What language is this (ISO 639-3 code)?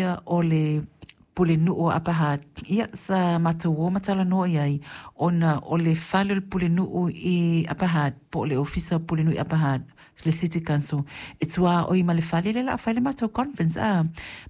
smo